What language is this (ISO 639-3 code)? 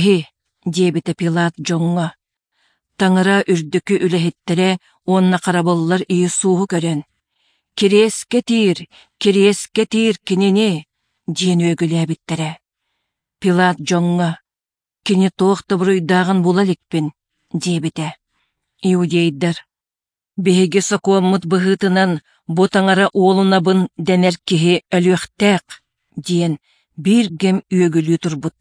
sah